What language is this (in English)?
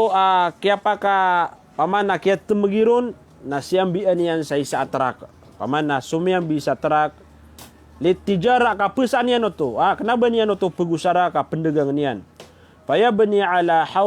Maranao